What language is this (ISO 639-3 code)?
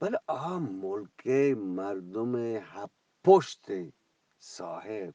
bgp